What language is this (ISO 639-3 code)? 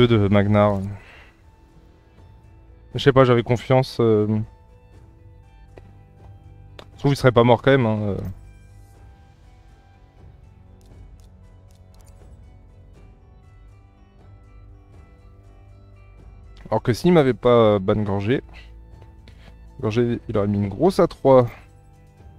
fra